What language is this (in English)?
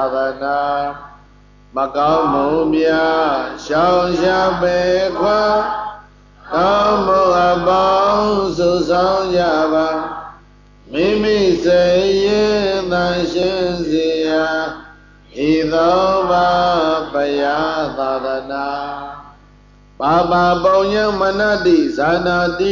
Burmese